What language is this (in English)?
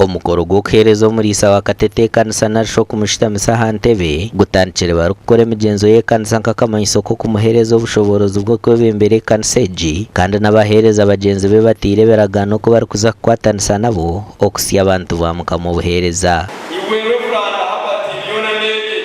Nyankole